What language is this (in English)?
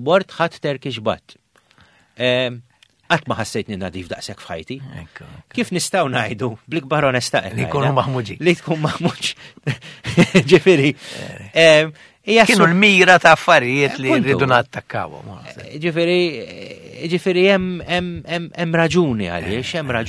Maltese